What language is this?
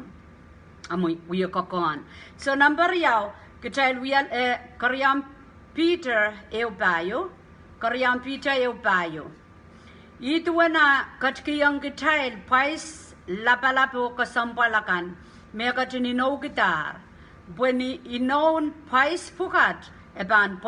Pohnpeian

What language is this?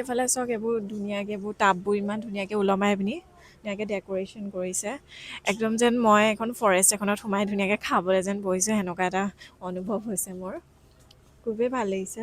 Assamese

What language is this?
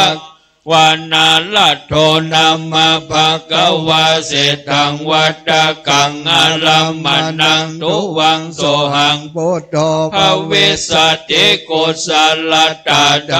Pali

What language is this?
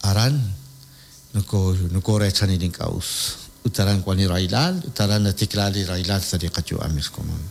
Kekchí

